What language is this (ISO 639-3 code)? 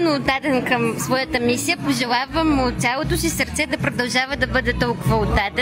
bul